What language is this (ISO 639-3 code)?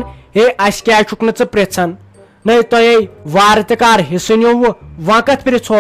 kas